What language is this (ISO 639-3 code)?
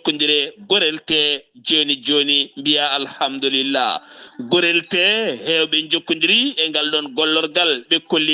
ful